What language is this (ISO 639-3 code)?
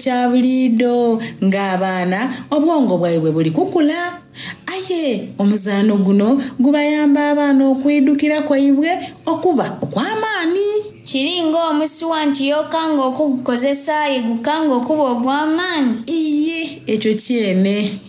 xog